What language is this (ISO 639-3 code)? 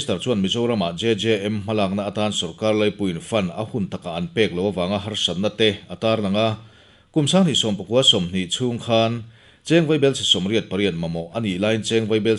lus